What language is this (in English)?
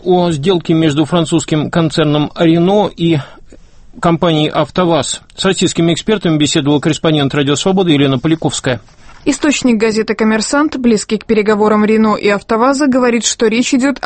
Russian